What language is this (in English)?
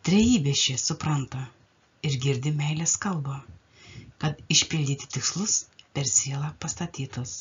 Lithuanian